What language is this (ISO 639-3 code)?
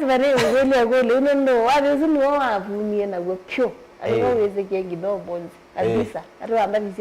kam